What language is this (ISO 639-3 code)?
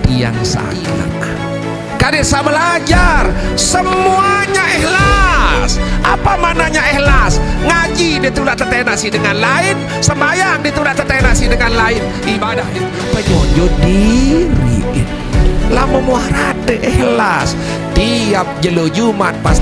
sas